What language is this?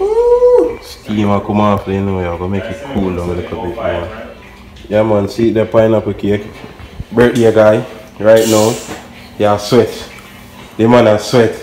Jamaican Creole English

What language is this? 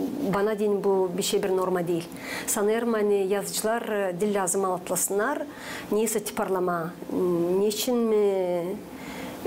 Gagauz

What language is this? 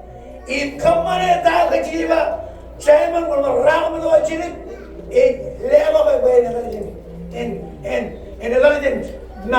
Marshallese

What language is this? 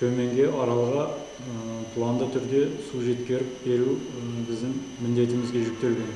Kara-Kalpak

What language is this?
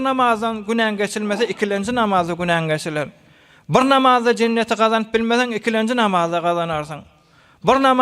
Turkmen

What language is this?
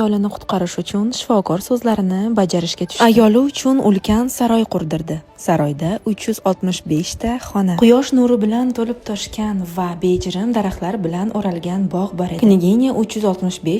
Uzbek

